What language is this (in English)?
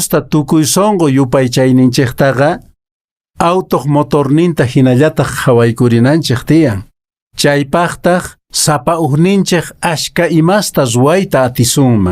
Quechua